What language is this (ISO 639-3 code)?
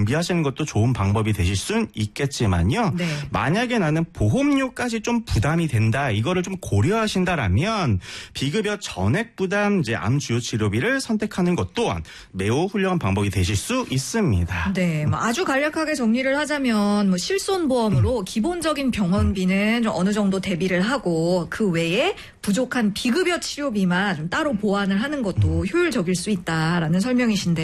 kor